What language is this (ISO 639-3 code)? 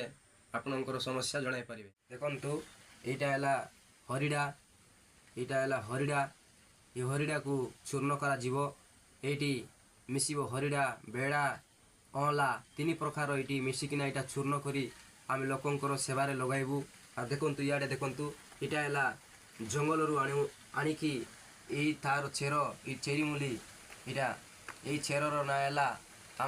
ori